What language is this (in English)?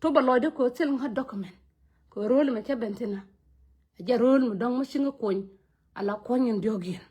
Nuer